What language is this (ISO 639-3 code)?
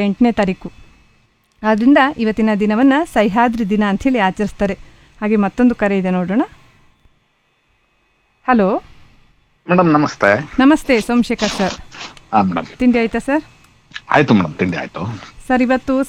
kan